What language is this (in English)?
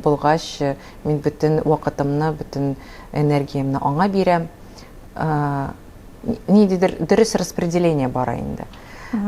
Tatar